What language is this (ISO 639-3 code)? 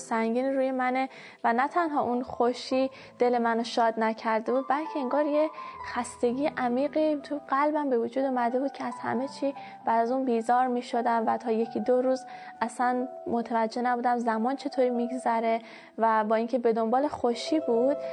fas